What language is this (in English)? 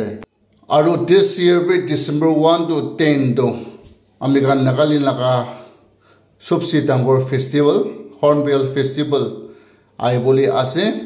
Naga Pidgin